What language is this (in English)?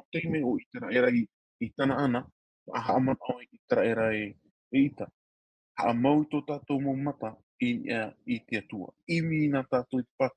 Tahitian